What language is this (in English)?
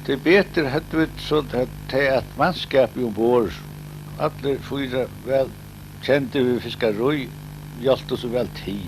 Faroese